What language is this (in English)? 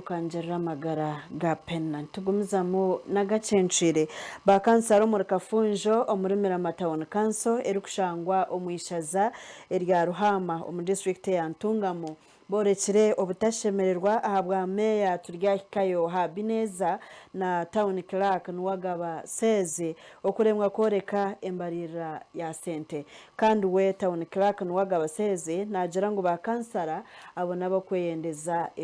Nyankole